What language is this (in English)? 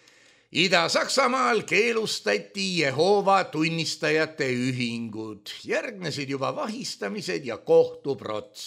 Estonian